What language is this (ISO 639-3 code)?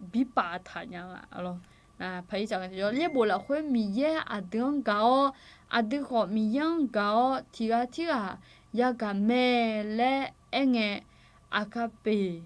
ahk